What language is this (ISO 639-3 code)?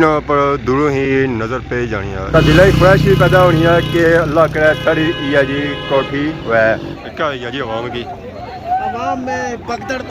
phr